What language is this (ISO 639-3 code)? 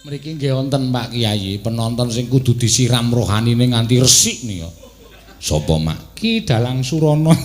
jav